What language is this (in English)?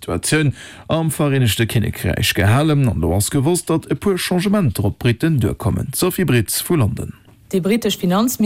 Luxembourgish